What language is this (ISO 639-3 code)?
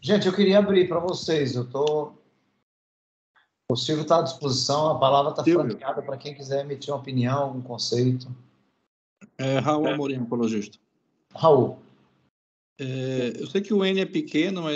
por